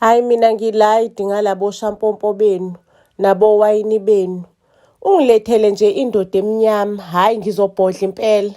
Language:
Zulu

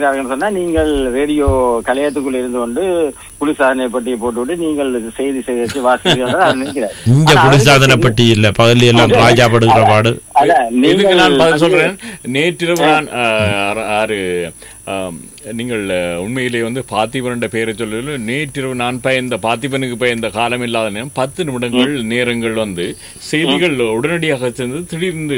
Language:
Tamil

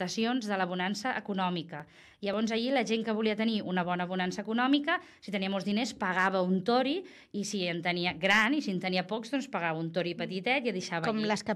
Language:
Catalan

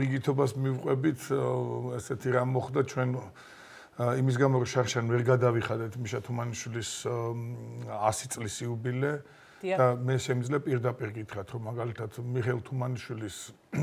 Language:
Georgian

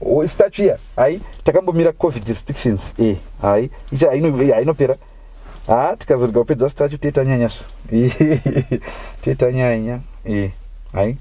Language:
Shona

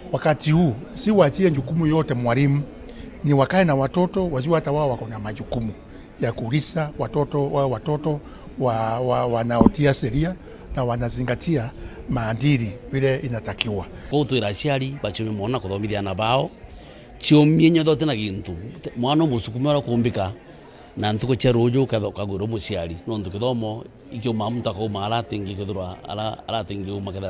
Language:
Meru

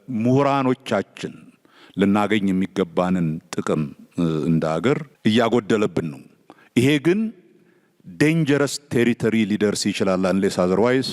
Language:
Amharic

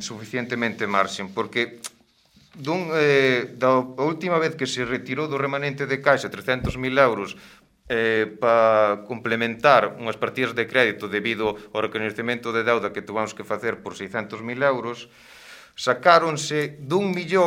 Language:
Galician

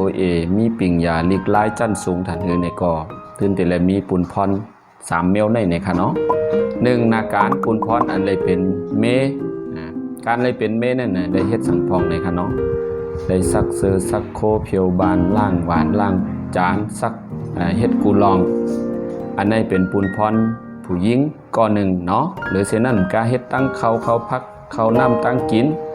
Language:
Shan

